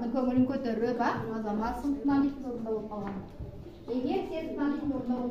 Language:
Kyrgyz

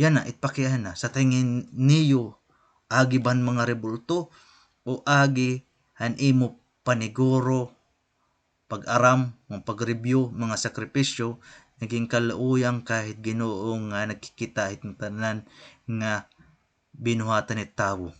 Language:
Waray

